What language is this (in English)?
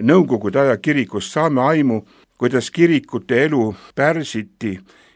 Estonian